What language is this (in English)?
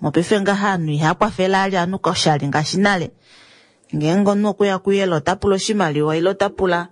Kuanyama